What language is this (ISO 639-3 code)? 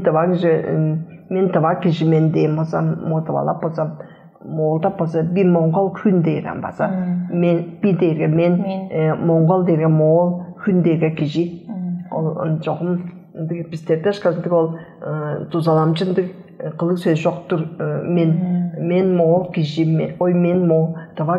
tyv